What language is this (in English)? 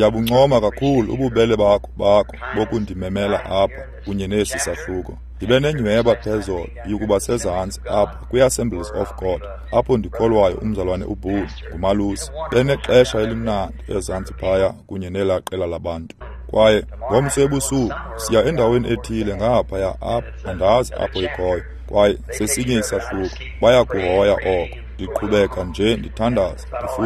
Xhosa